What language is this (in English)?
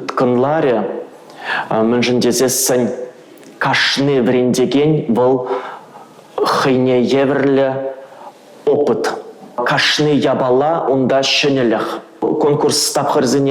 Chuvash